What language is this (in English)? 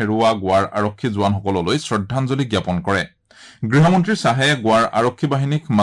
Assamese